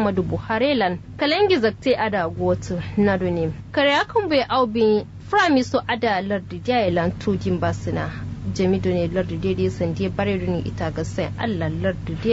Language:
Kanuri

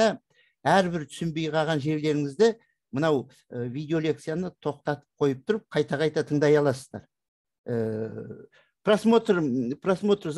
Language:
Kazakh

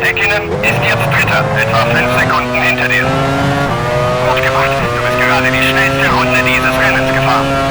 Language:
Bavarian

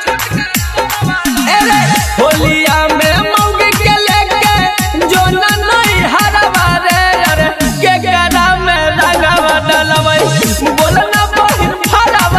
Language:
Bhojpuri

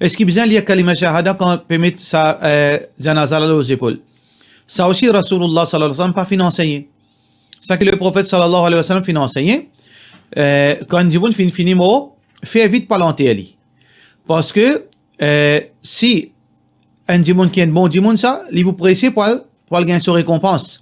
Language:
Morisyen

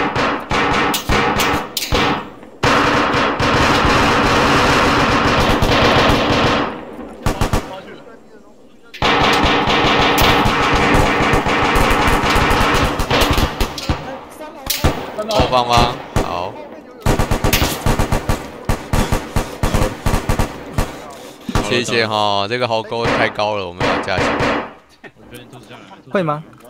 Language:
Chinese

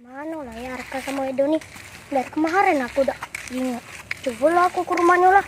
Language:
Musi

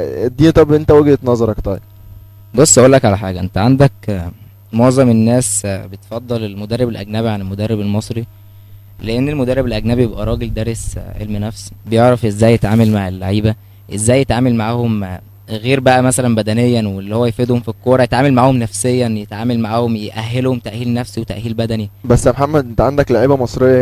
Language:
Egyptian Arabic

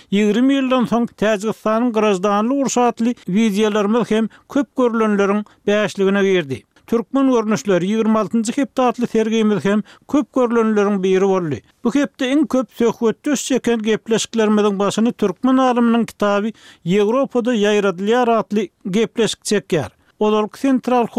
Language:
Turkmen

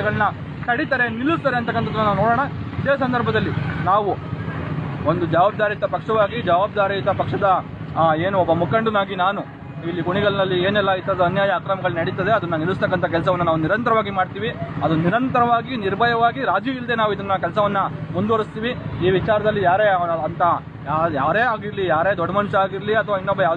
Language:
Kannada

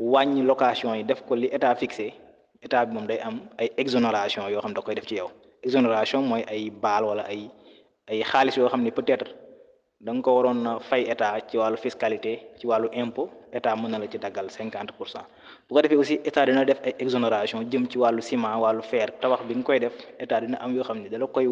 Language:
Wolof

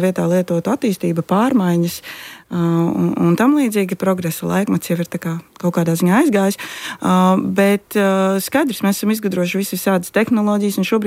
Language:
Latvian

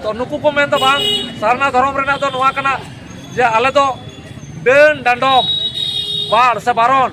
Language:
Santali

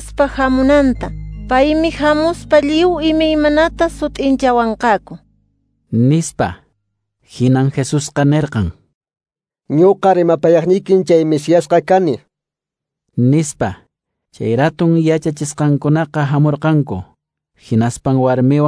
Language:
Quechua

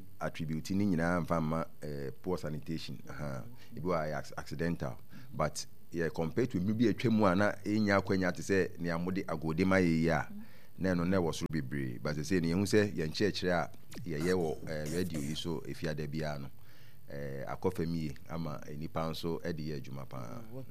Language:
Akan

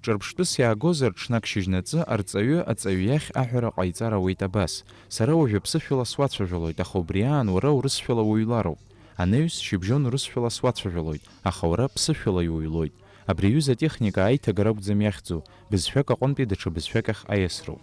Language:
Abkhazian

